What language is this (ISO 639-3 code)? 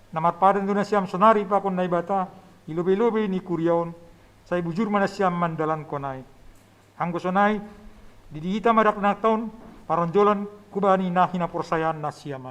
bts